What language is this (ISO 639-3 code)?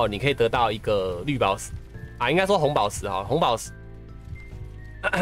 zho